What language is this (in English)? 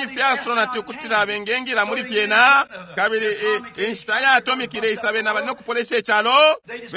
Bemba